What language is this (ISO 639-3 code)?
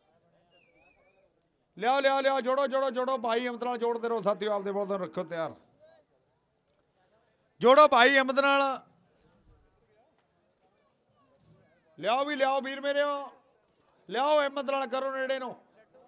pan